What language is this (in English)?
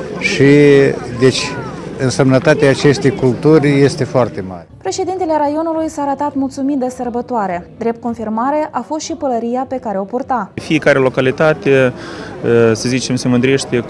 Romanian